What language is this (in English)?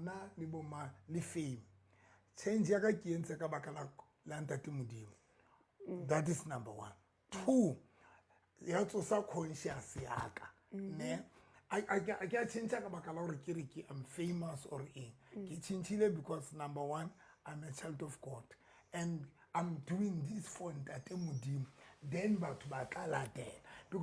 Southern Sotho